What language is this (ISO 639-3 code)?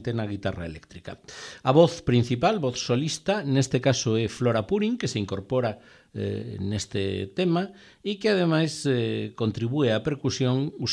glg